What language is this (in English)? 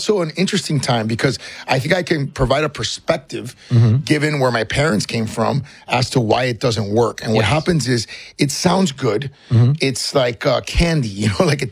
English